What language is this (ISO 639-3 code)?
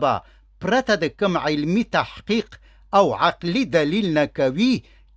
pus